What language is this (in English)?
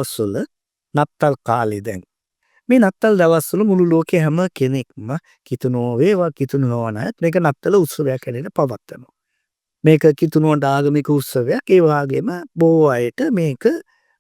Sinhala